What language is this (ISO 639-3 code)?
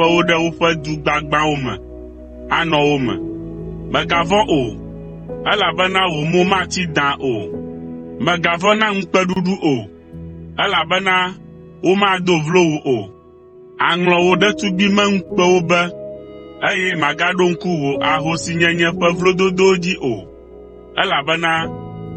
ewe